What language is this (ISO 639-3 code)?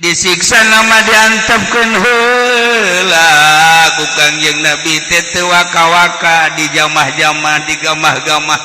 sun